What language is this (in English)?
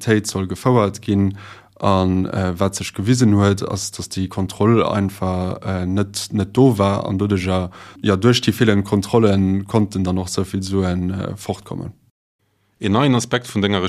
Luxembourgish